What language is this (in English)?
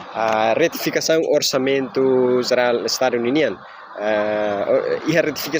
Tetum